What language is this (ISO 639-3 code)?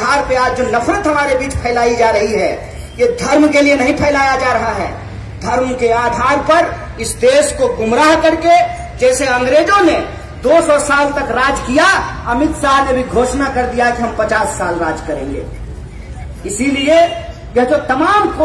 hin